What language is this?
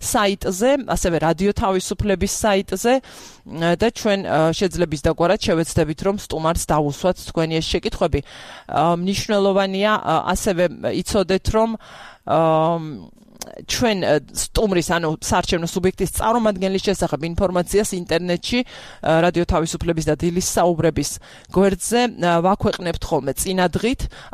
Georgian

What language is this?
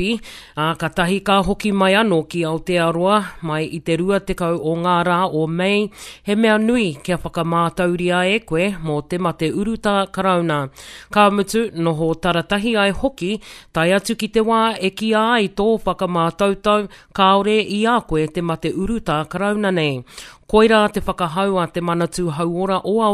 Māori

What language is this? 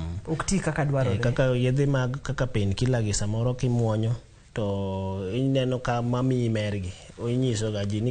Luo (Kenya and Tanzania)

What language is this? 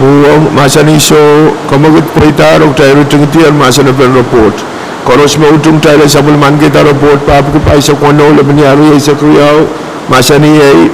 Pohnpeian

